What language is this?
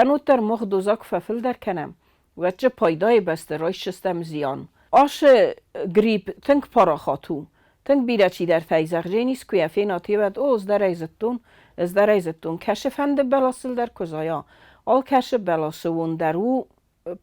Ossetic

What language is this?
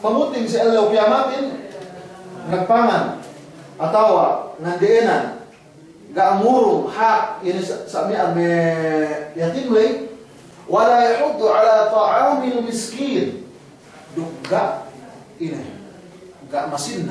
Yakan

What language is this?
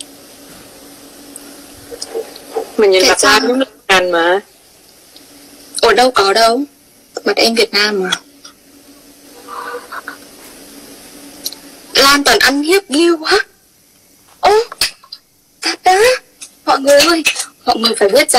Vietnamese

